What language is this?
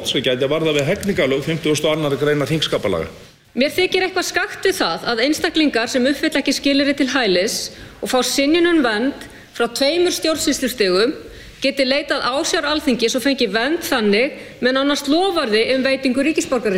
Icelandic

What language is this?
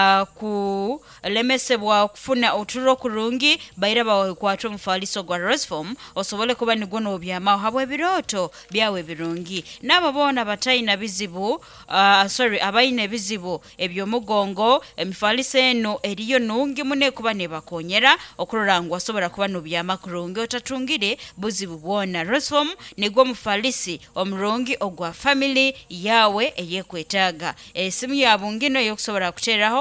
Nyoro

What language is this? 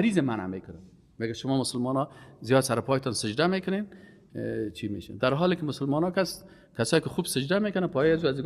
Persian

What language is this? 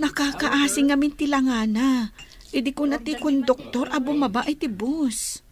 Iloko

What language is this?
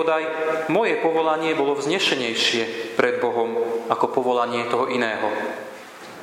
Slovak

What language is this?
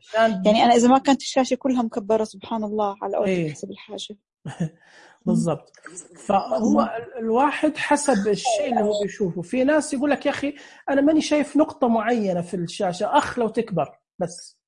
Najdi Arabic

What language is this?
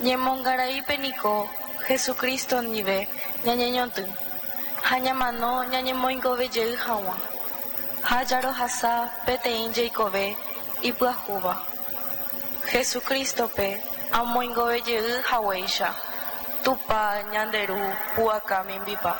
Guarani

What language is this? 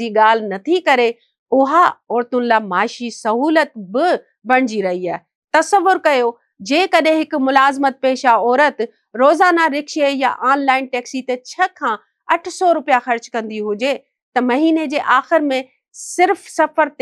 Sindhi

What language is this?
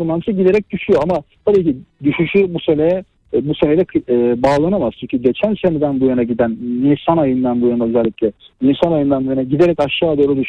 Turkish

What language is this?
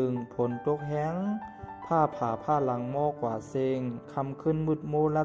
Shan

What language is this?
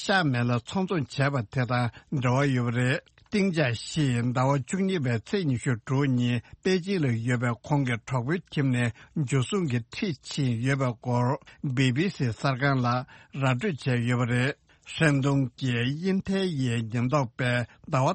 Tibetan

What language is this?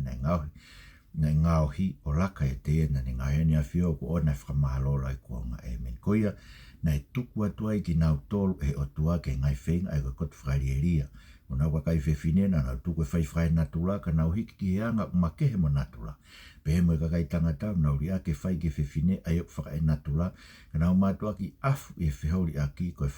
Tongan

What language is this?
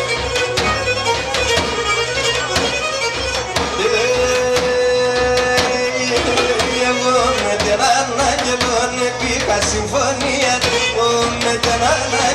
Greek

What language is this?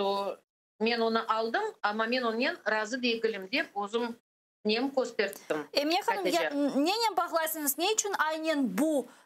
Crimean Tatar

